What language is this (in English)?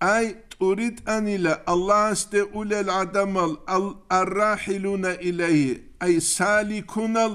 Avaric